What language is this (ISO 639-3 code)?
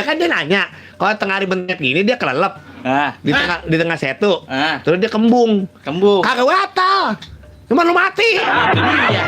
bew